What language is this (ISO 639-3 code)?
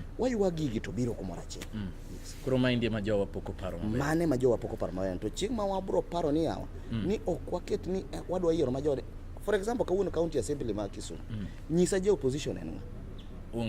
luo